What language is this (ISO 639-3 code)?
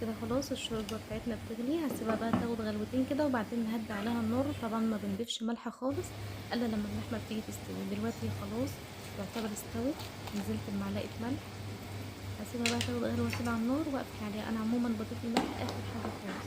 arz